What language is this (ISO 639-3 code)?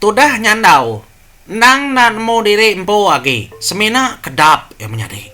iba